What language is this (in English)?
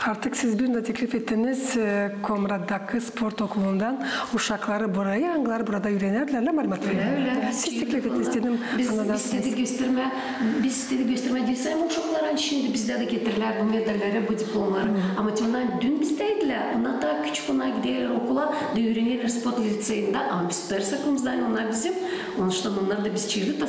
Gagauz